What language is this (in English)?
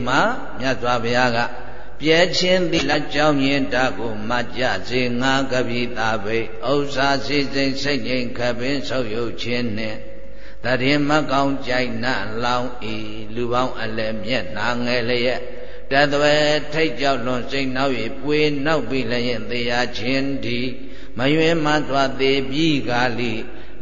Burmese